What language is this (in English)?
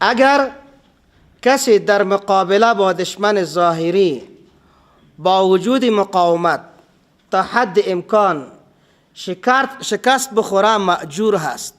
Persian